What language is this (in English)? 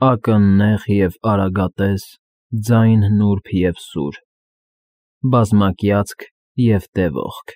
Armenian